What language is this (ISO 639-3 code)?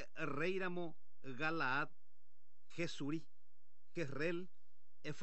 grn